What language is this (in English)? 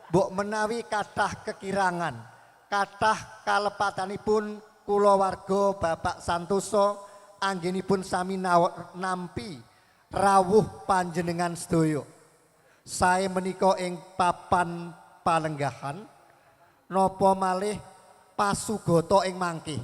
Javanese